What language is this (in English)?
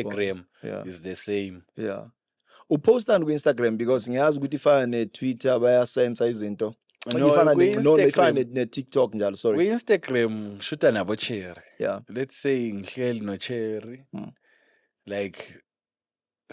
Zulu